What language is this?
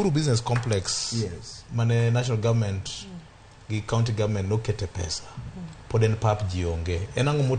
Luo (Kenya and Tanzania)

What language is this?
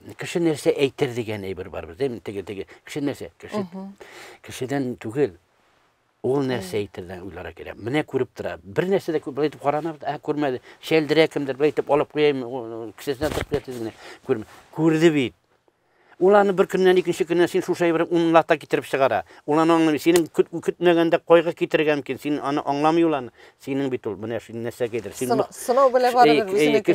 Tatar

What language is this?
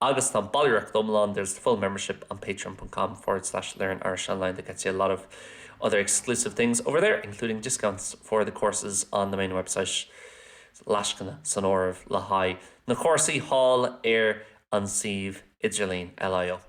Irish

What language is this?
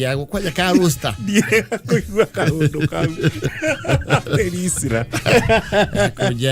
Kikuyu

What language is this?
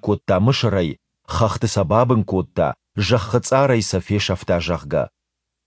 Ossetic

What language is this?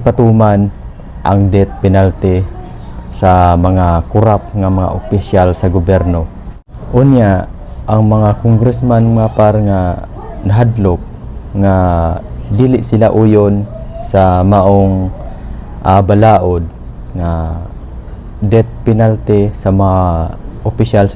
Cebuano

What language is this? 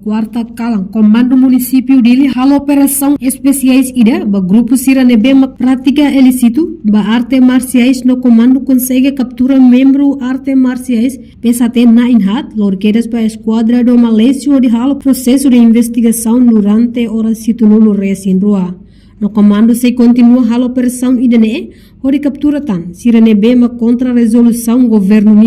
Tetum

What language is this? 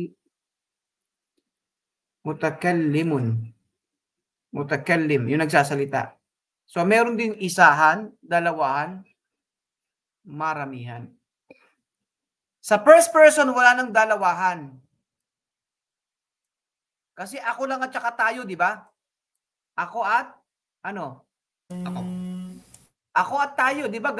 Filipino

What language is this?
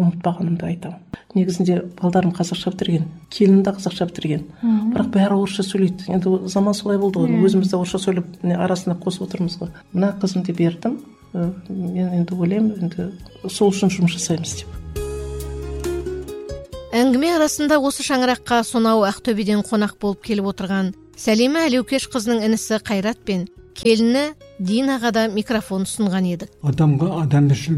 Kazakh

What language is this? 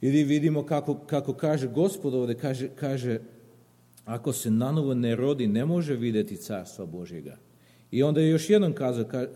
Serbian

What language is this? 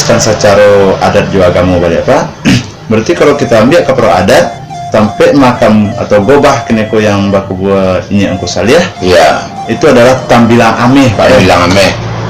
Minangkabau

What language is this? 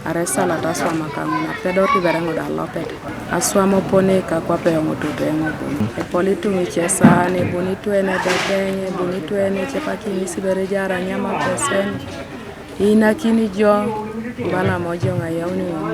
Teso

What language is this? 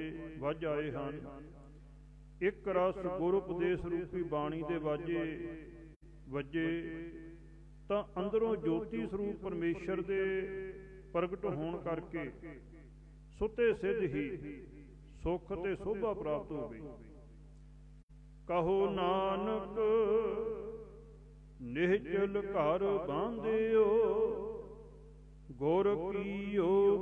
Punjabi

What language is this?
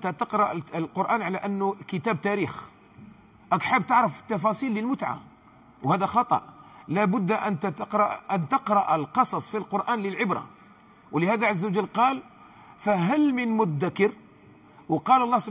Algerian Arabic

